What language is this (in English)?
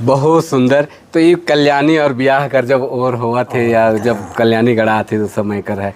Sadri